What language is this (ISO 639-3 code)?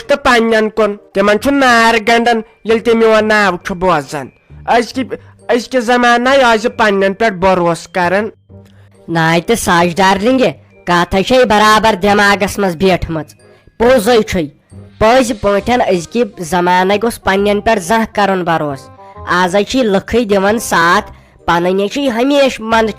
kas